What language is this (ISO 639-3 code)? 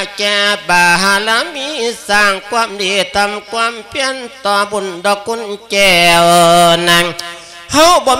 lao